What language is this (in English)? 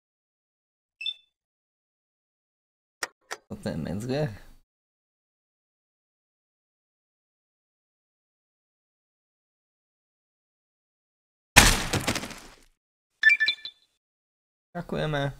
Slovak